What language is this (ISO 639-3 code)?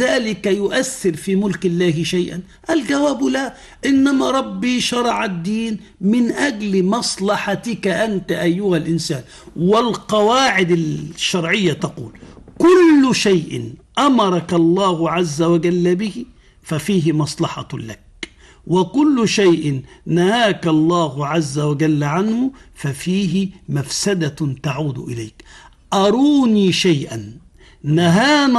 ara